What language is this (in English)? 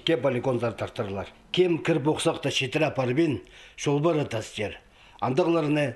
Khakas